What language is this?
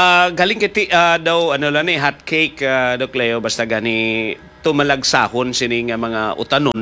Hiligaynon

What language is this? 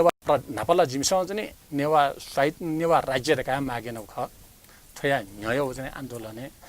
Newari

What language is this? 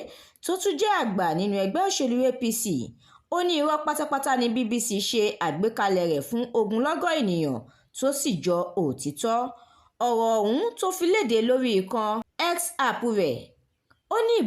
Yoruba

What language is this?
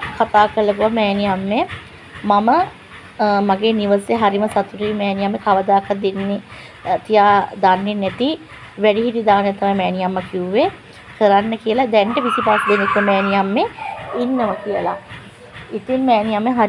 Sinhala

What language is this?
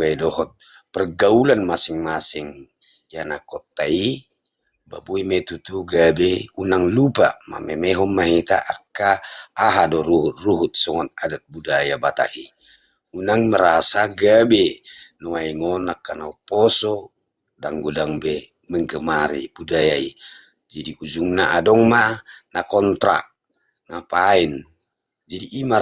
Batak Toba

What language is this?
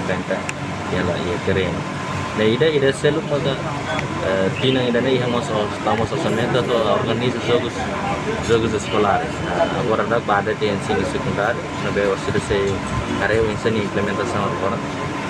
Tetum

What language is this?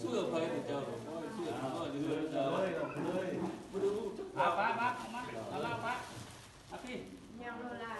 Lao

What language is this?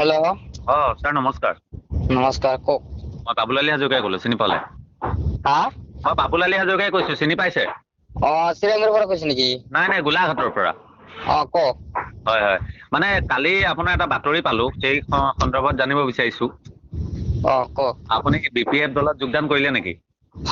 Assamese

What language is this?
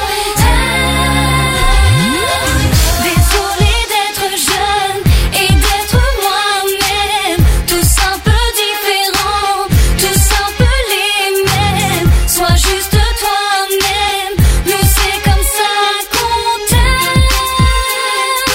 French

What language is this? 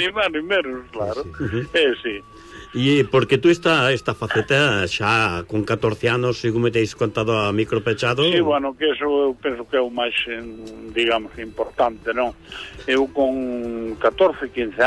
Galician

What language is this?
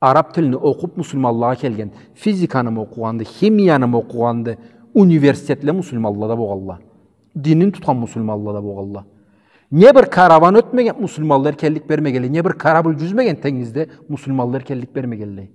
Karachay-Balkar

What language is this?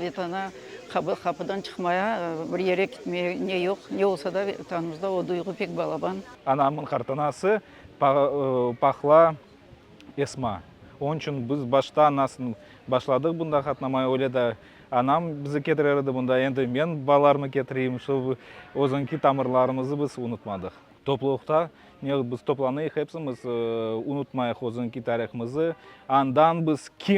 Crimean Tatar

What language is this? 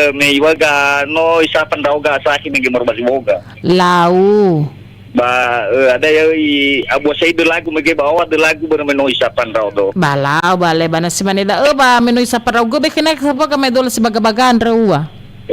Nias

